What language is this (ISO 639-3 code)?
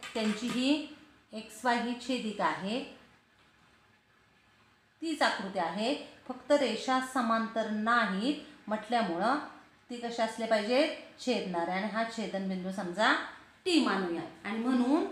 mar